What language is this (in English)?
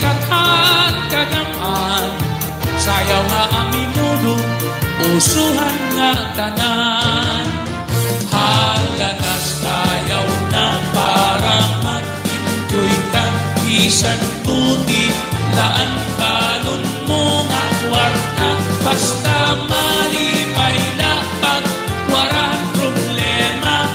Waray